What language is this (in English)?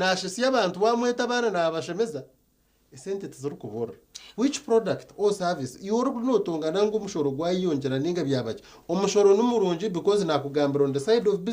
Nyankole